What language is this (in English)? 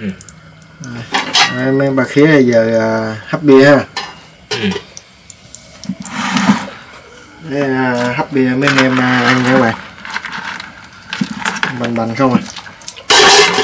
Vietnamese